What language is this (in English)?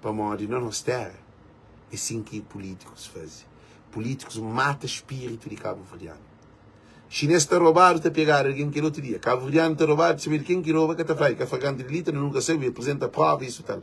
Kabuverdianu